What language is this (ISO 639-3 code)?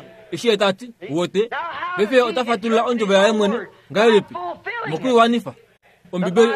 kua